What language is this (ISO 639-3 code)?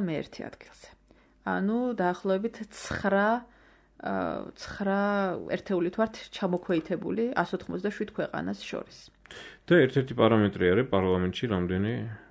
kat